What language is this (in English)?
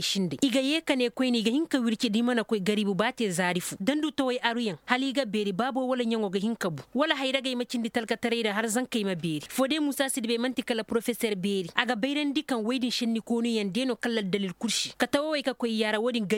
Koyraboro Senni